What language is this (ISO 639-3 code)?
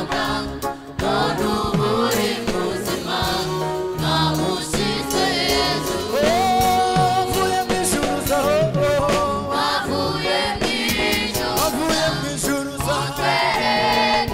kin